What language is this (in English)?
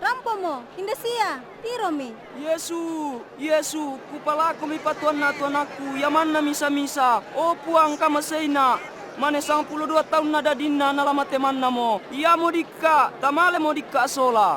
Toraja-Sa'dan